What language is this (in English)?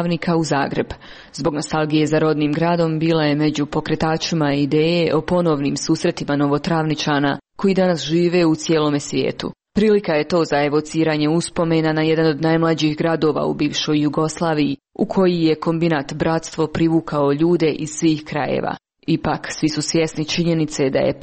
Croatian